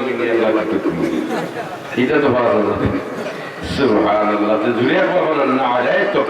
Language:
Sylheti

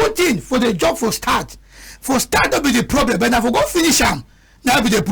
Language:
Cameroon Pidgin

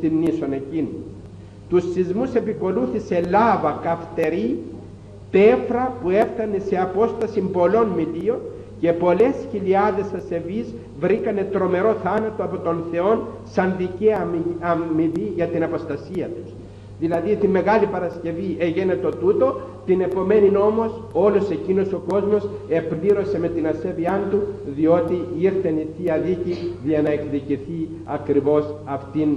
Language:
Greek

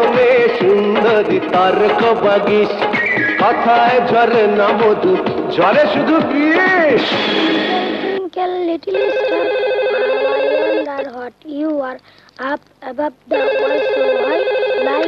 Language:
Bangla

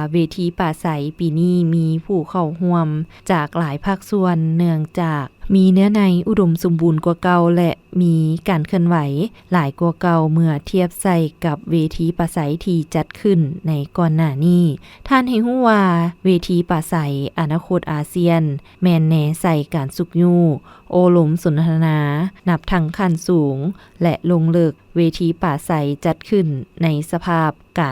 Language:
Lao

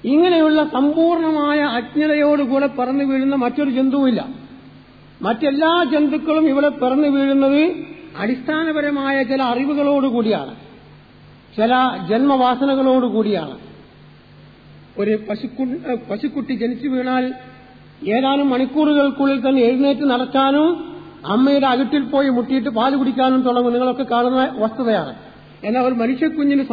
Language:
Malayalam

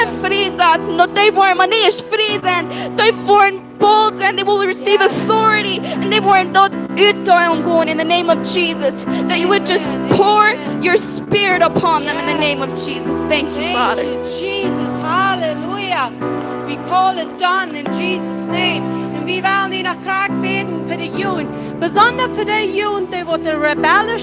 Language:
Plautdietsch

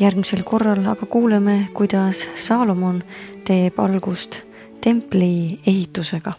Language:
Estonian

